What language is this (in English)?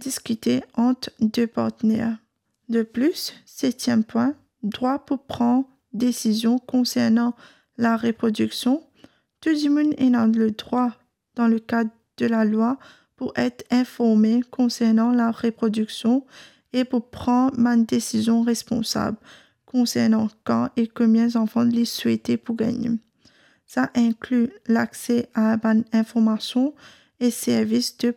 Morisyen